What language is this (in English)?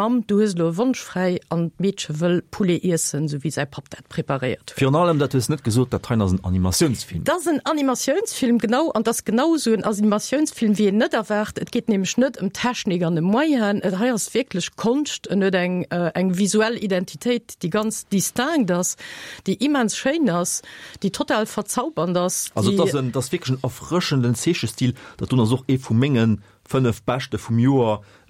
Luxembourgish